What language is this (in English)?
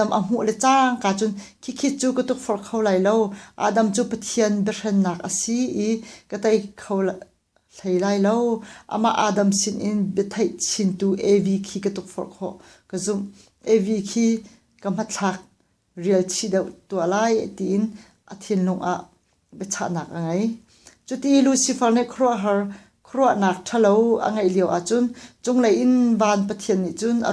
Hakha Chin